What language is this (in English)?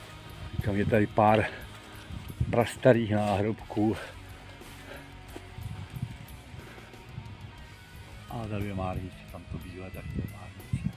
Czech